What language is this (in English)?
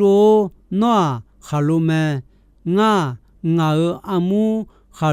Akha